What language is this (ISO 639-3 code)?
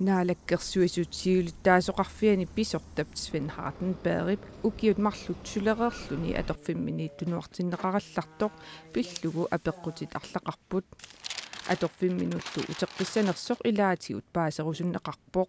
kal